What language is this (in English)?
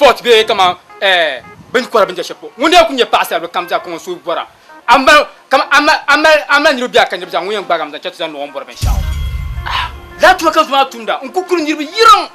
Dagbani